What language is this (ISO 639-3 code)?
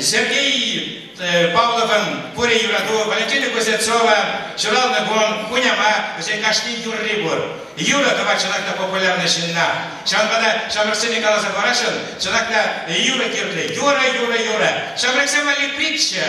chv